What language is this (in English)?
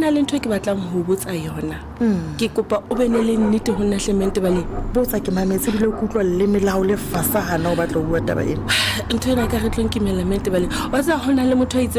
Southern Sotho